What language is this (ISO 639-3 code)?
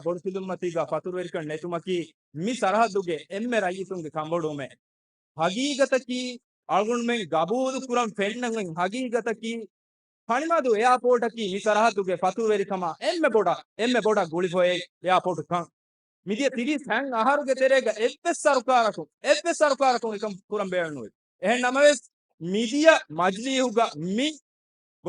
div